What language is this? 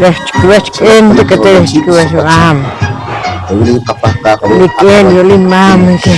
Poqomchi'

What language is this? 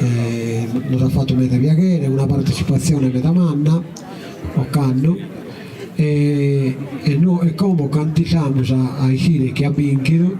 Sardinian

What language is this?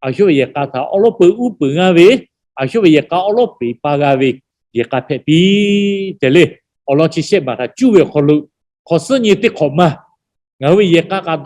Lahu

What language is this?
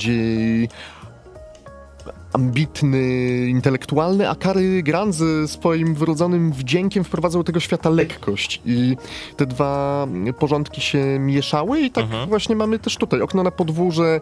Polish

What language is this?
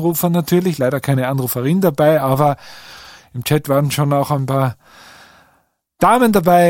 German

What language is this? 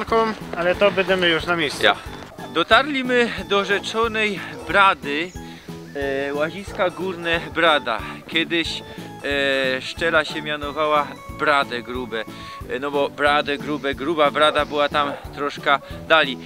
Silesian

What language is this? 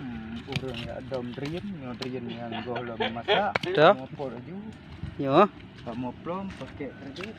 Achinese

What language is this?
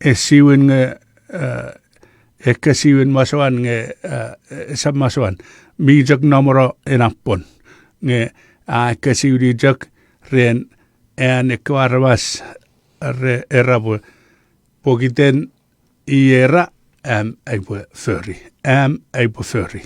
Chuukese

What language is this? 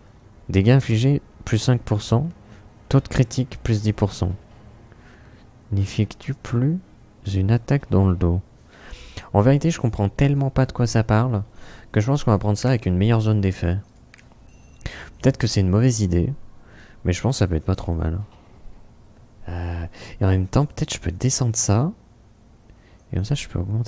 French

